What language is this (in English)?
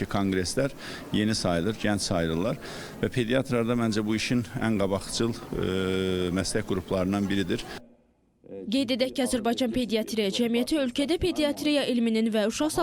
Azerbaijani